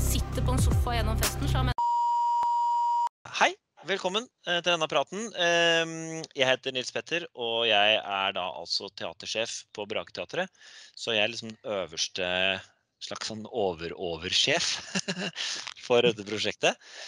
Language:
Norwegian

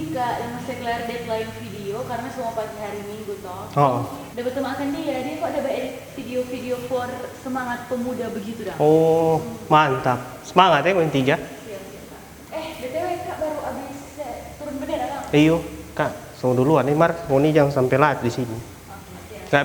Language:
Manado Malay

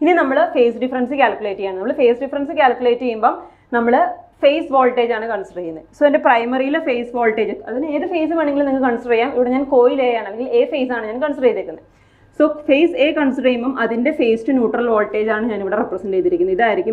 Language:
Malayalam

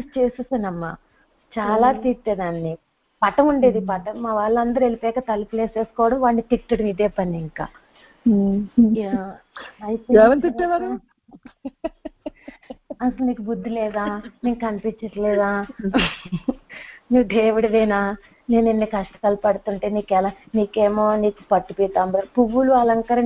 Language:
Telugu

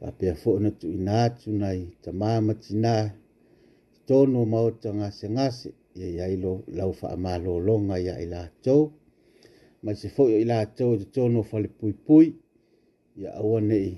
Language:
Samoan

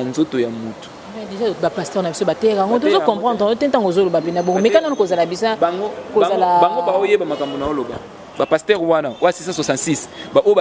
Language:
Lingala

